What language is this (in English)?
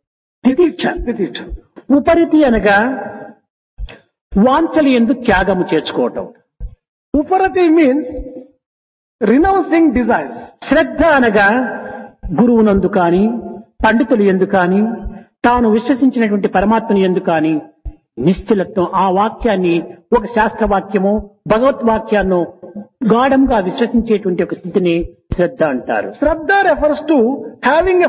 Telugu